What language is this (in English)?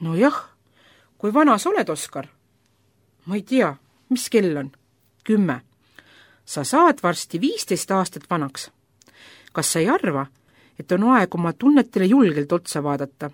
Estonian